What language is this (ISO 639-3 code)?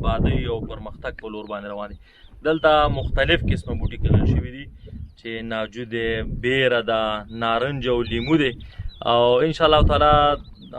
pus